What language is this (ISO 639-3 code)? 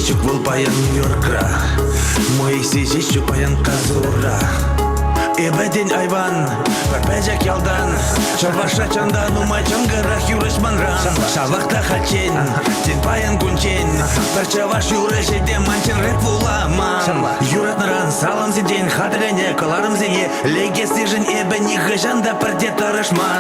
chv